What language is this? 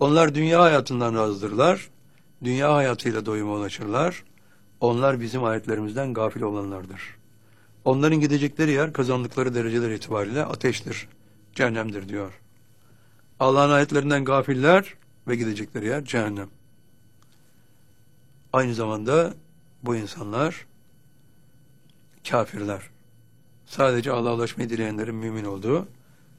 Turkish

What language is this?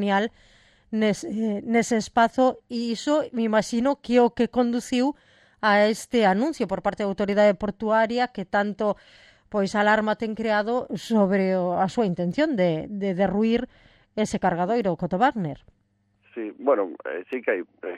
Galician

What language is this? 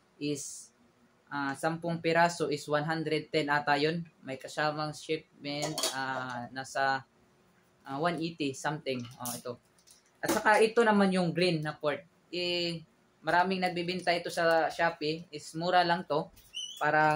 Filipino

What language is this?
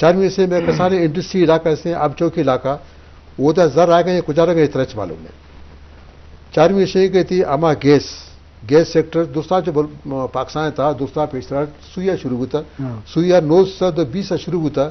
Eastern Balochi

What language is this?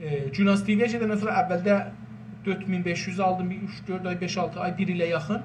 South Azerbaijani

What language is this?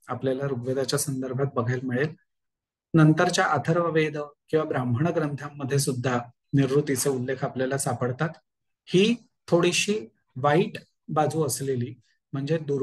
Marathi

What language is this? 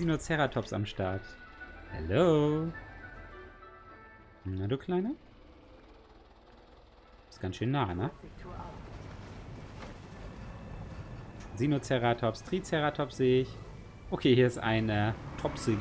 German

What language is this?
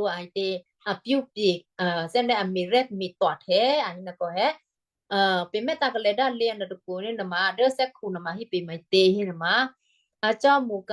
Western Kayah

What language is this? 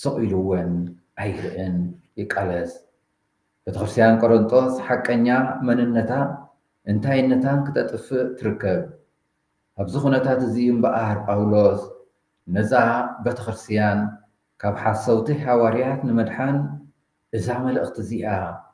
Tigrinya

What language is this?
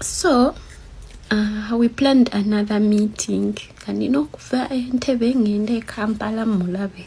Ganda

